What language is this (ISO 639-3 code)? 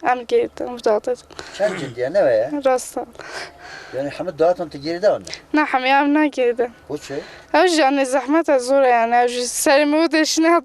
kur